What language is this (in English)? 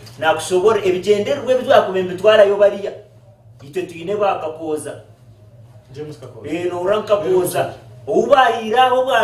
Nyankole